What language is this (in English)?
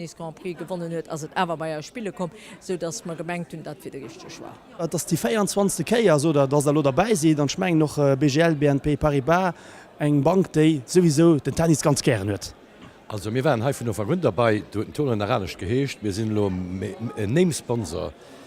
Luxembourgish